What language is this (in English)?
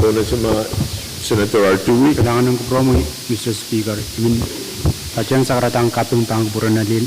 Pohnpeian